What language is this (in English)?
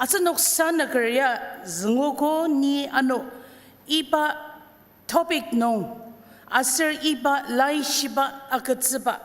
Ao Naga